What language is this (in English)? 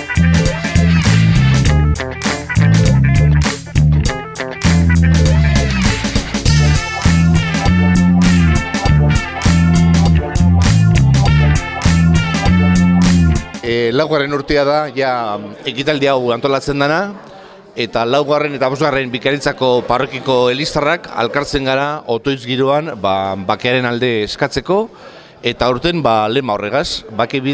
Basque